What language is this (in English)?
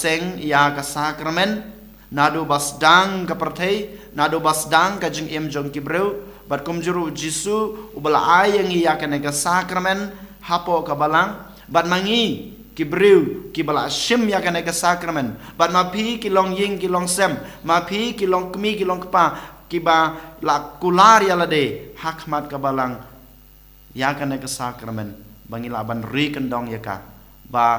Khasi